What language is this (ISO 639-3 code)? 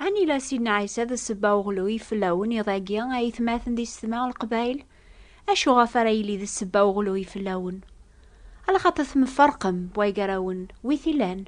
kab